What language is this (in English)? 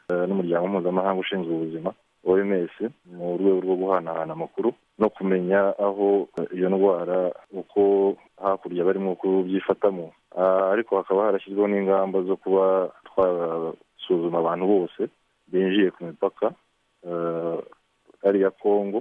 Kinyarwanda